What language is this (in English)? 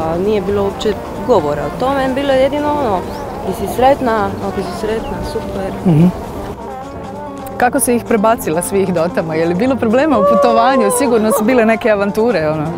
Croatian